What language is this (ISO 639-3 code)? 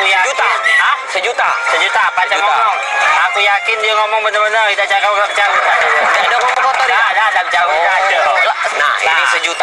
mui